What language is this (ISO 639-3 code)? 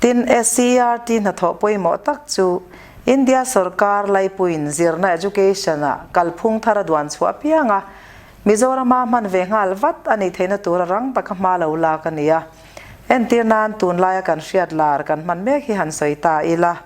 lus